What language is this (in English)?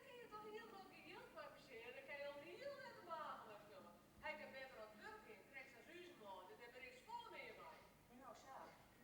Western Frisian